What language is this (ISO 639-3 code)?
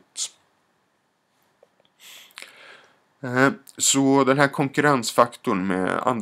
swe